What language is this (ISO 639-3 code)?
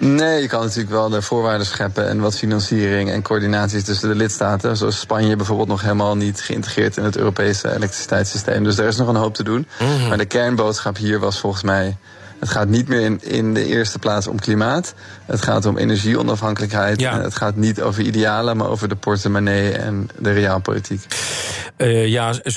nld